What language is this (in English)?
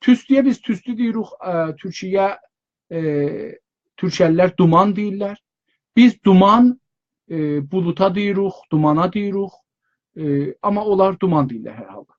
South Azerbaijani